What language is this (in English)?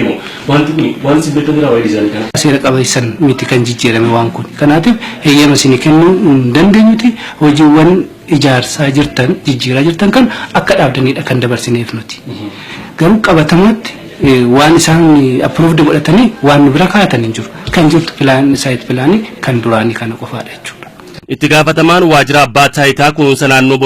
Oromo